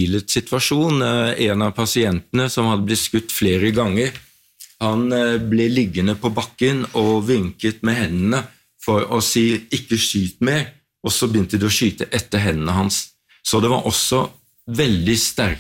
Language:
Norwegian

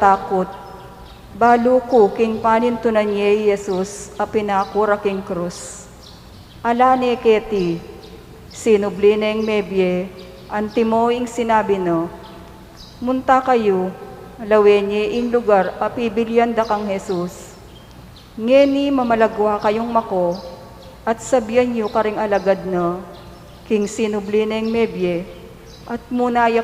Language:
Pampanga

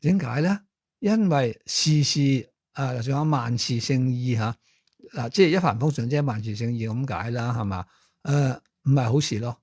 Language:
Cantonese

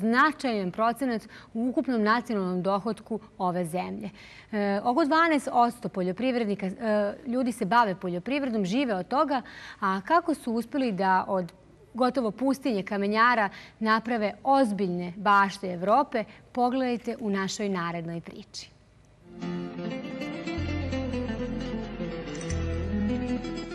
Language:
Serbian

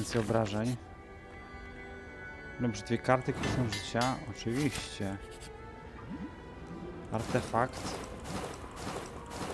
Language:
Polish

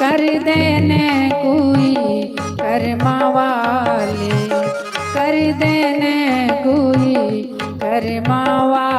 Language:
Dogri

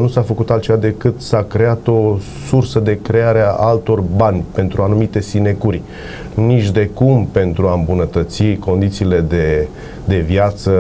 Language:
Romanian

